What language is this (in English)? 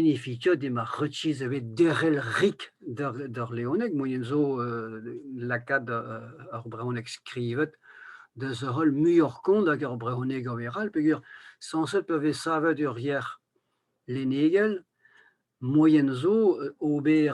Breton